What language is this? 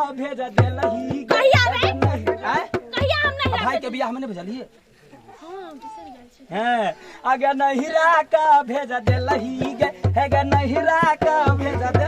Maithili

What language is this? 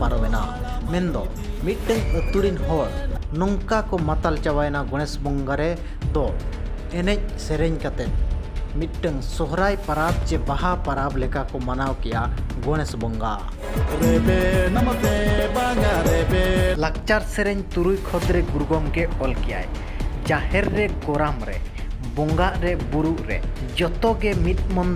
Santali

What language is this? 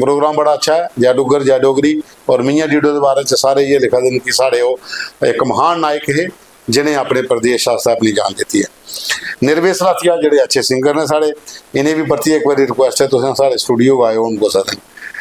Dogri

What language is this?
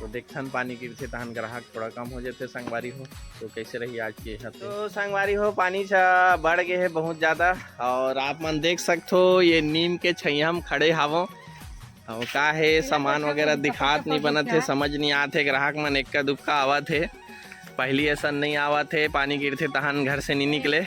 Chhattisgarhi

